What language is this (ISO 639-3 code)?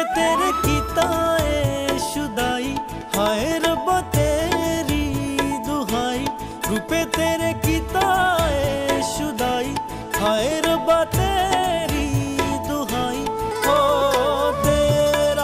doi